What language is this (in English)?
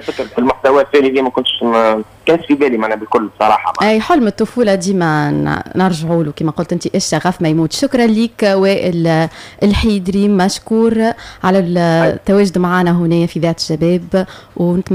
Tunisian Arabic